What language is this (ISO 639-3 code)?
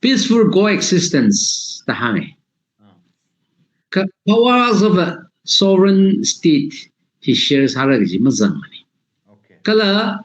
nmf